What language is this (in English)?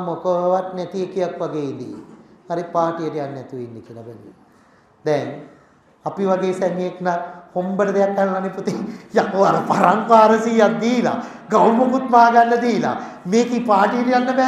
Sinhala